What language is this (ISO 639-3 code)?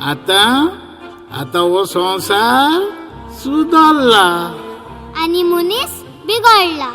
kok